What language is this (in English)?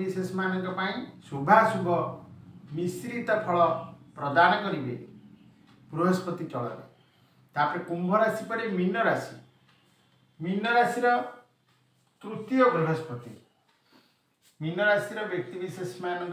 Odia